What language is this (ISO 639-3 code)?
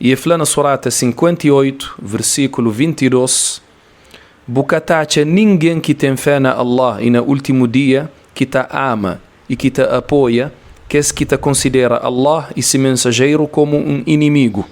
kea